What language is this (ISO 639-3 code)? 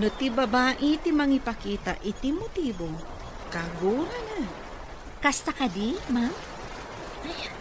ilo